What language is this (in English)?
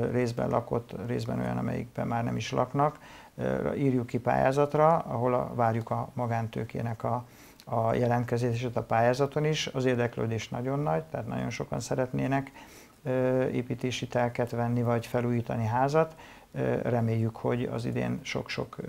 Hungarian